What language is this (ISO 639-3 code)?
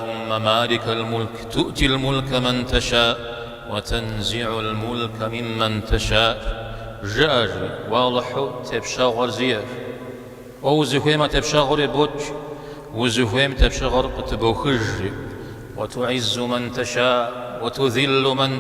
kbd